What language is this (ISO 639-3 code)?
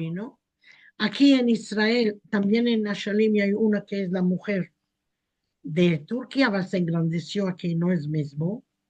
lad